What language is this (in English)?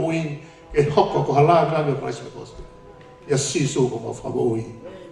Tongan